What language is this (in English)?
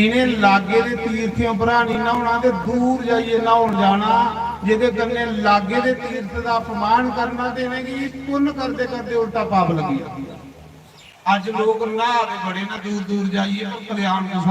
Dogri